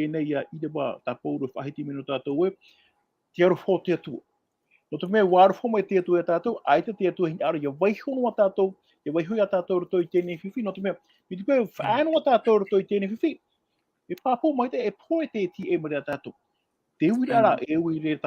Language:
Tahitian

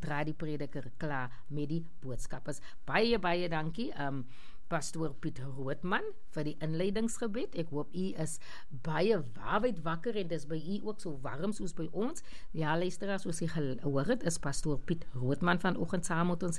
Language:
Afrikaans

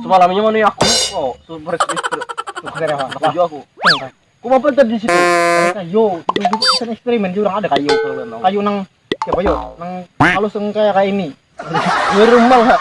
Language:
Banjar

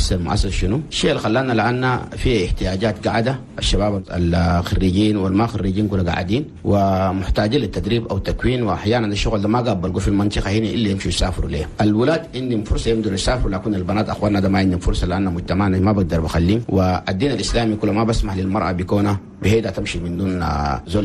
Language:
Chadian Arabic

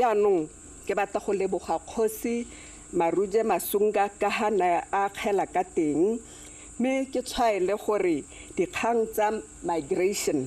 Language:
Tswana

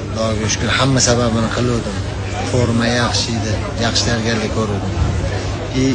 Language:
Uzbek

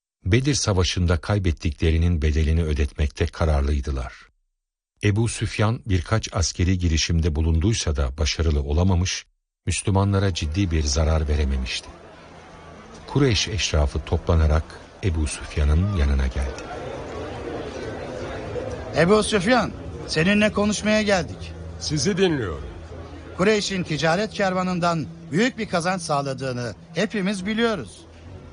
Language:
Turkish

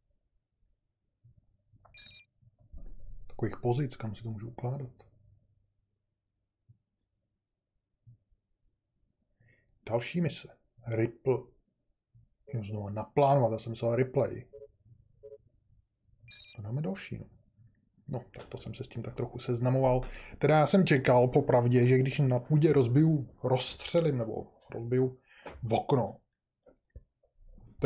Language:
Czech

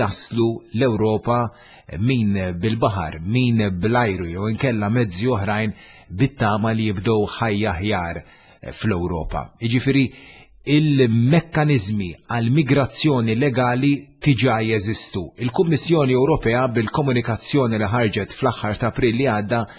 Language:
Maltese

